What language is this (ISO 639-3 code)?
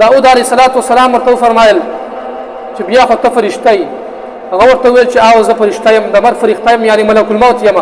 pus